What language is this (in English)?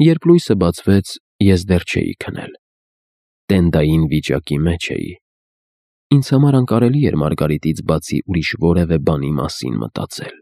Armenian